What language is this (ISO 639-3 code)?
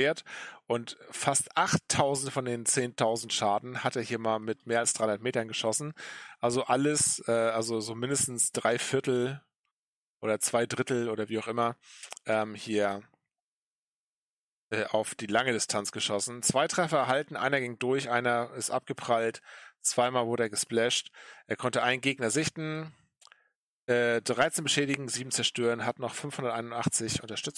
deu